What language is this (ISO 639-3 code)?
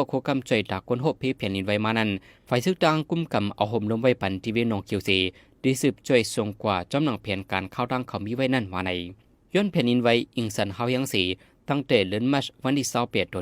shn